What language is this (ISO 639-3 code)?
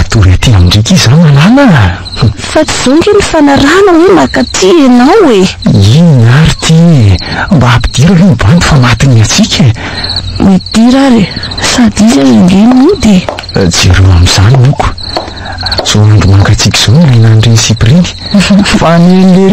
mlg